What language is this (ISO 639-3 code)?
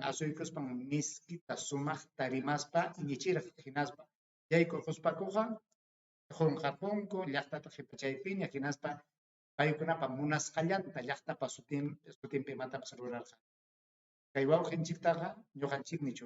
quy